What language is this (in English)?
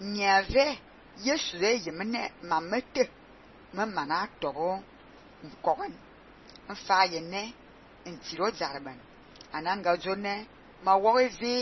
Fang